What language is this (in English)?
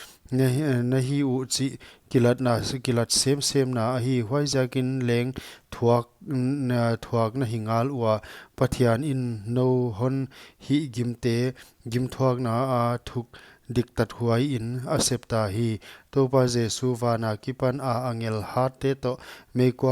Paite Chin